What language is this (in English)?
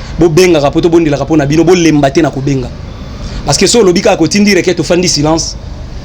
Lingala